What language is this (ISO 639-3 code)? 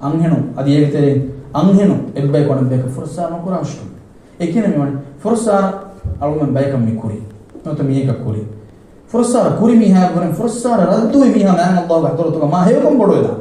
div